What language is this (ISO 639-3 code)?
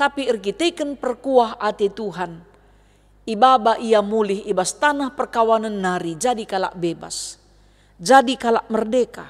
btx